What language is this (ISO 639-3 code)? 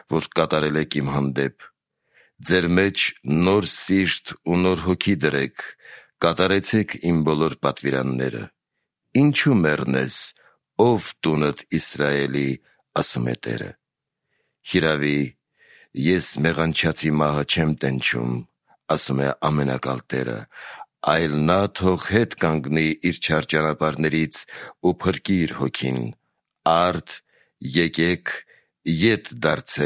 hye